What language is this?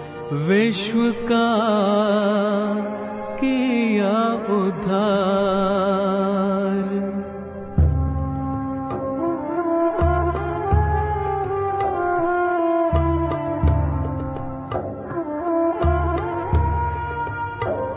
Kannada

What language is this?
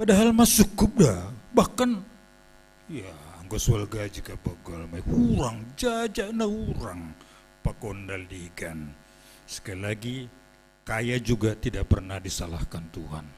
Batak Simalungun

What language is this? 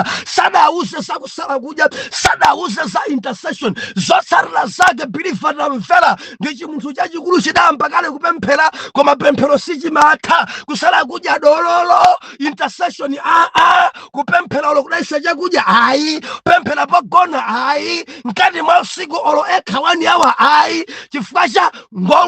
Nyanja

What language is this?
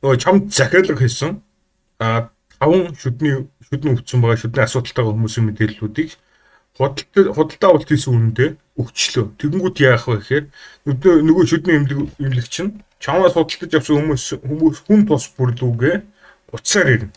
Mongolian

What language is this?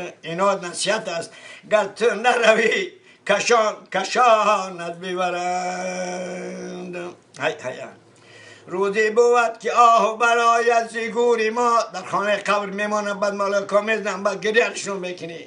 Tajik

